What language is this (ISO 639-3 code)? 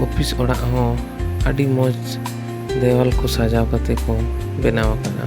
sat